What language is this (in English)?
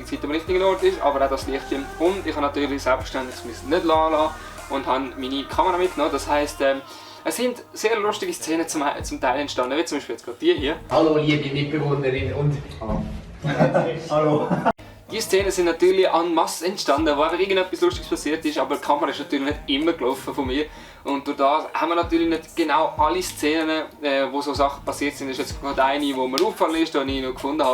Swiss German